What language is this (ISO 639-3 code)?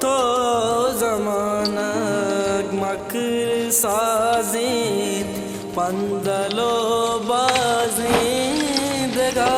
bal